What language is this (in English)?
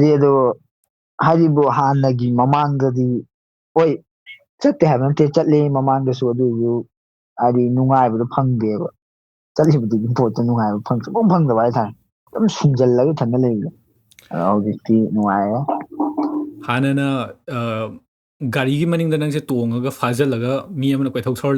Manipuri